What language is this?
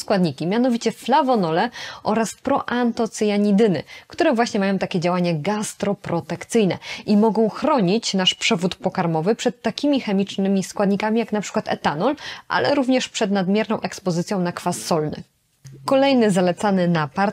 Polish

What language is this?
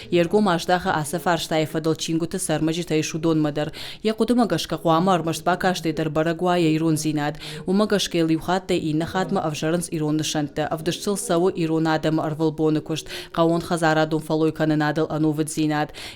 Ossetic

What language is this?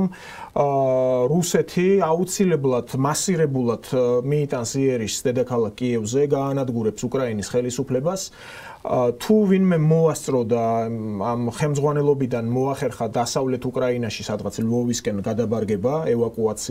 Georgian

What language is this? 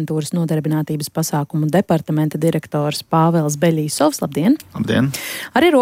Latvian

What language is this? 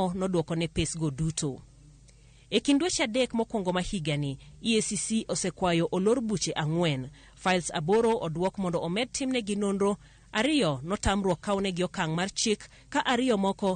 Luo (Kenya and Tanzania)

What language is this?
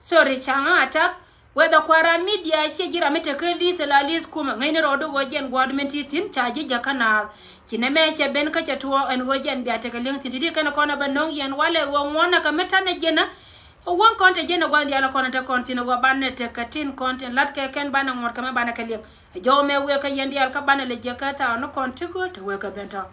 Nuer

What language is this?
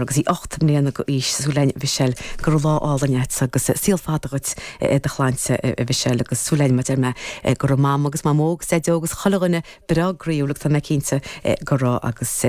Irish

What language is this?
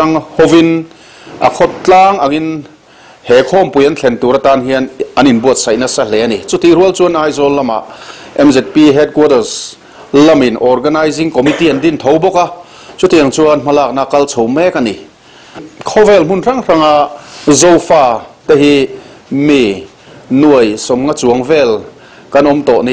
Mizo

